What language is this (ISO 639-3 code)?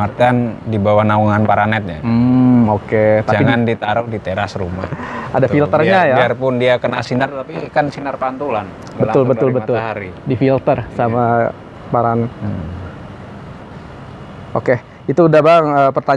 ind